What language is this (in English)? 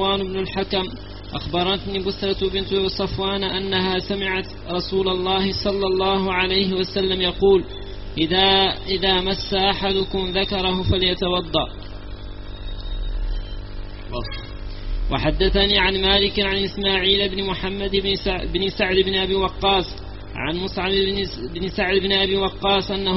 Arabic